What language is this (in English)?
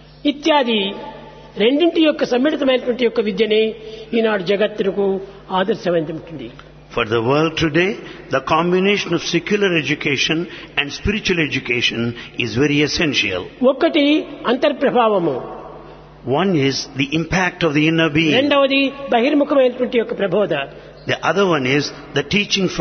Telugu